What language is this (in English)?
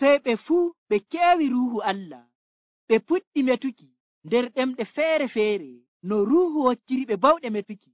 Nigerian Fulfulde